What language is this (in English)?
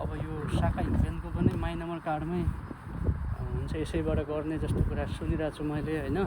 Nepali